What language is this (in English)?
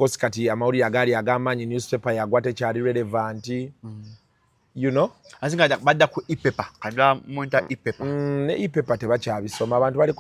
Ganda